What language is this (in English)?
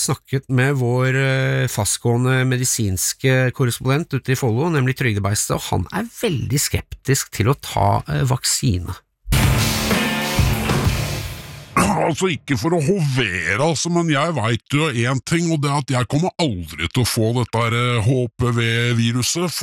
Norwegian